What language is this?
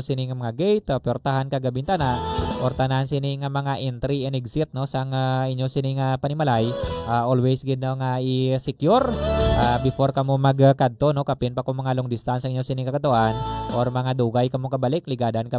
Hiligaynon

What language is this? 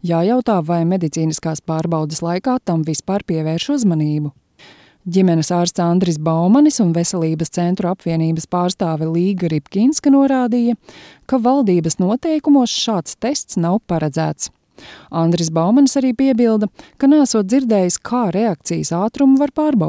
Latvian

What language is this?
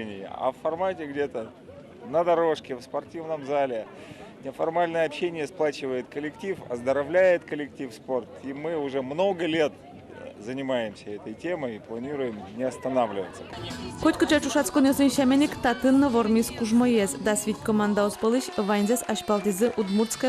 Udmurt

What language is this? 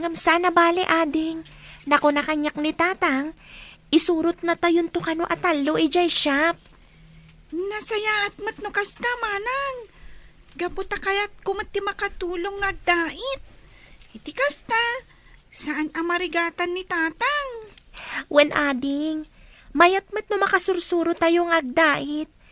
Iloko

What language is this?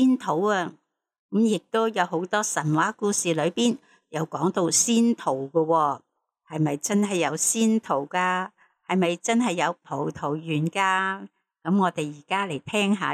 Cantonese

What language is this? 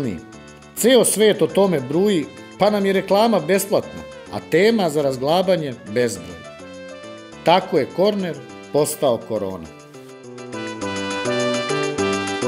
Serbian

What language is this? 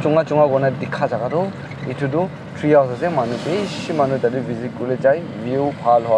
Naga Pidgin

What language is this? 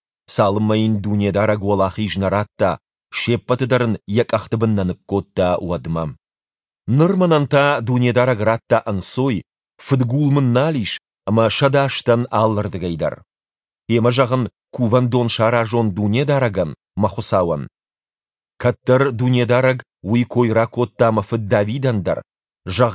Ossetic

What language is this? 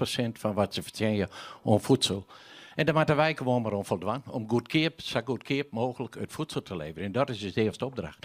Western Frisian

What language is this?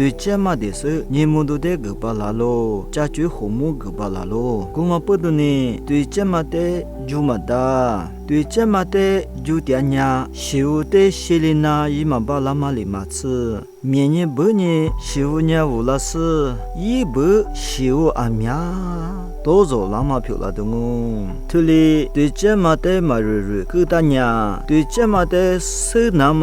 Lisu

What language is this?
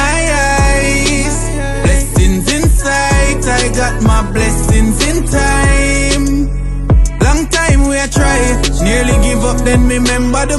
Jamaican Creole English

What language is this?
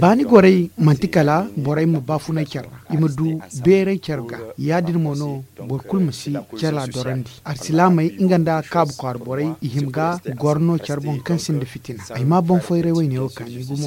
Zarma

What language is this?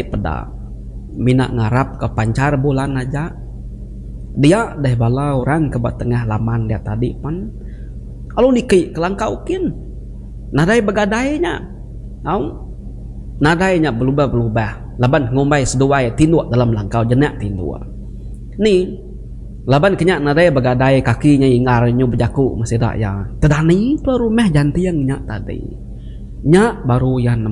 Iban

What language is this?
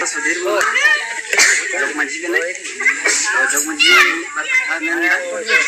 Santali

